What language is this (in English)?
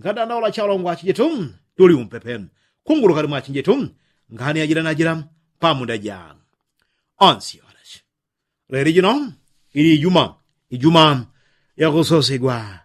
Yao